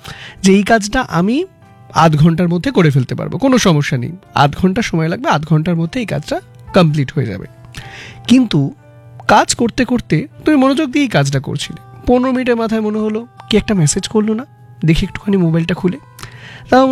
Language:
Bangla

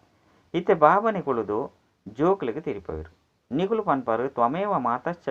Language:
Tulu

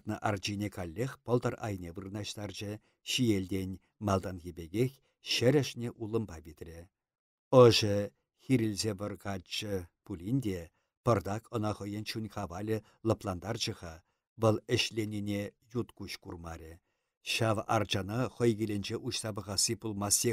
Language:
Chuvash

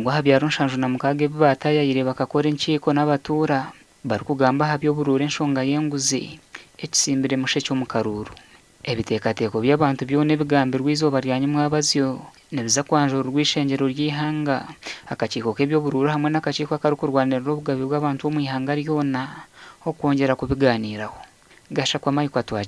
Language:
Nyankole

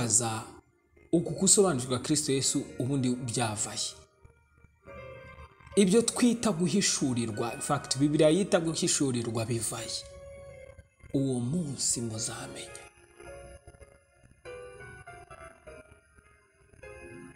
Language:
Kinyarwanda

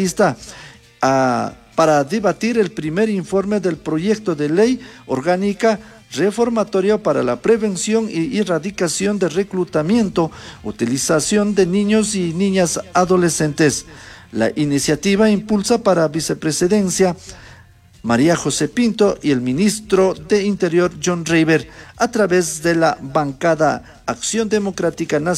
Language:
Chimborazo Highland Quichua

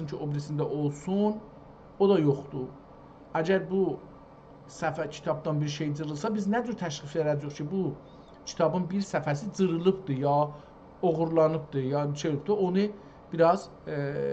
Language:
South Azerbaijani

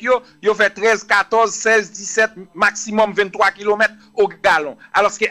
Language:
Haitian Creole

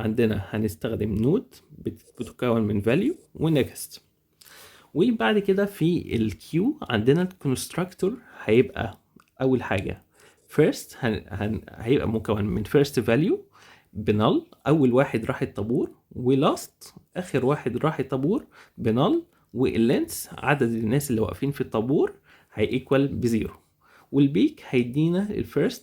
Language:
Egyptian Arabic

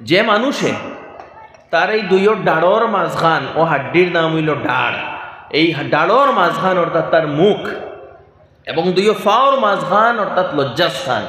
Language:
Sylheti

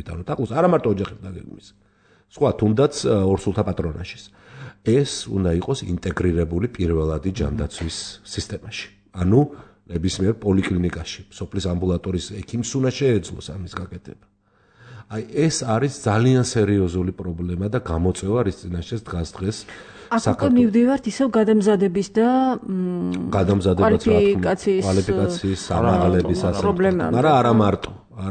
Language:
Georgian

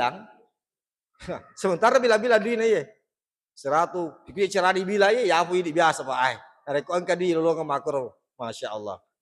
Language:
Buginese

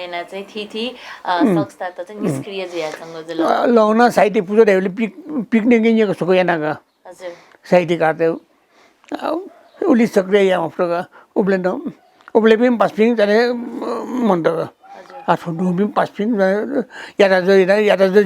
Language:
Newari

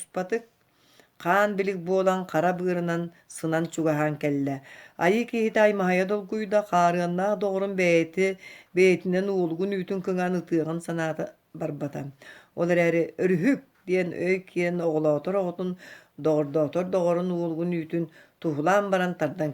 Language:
Yakut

